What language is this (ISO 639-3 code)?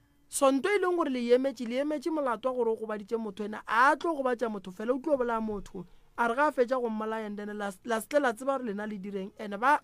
nso